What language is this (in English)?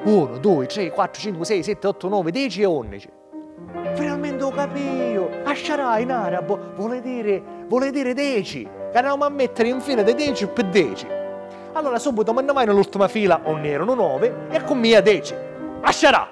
Sicilian